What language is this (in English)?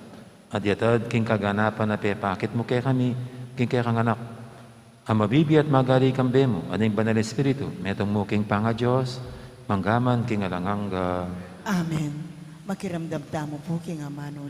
Pampanga